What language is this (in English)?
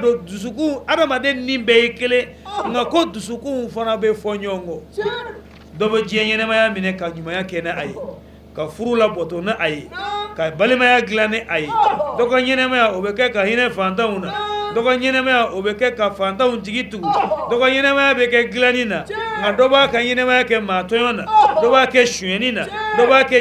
Bambara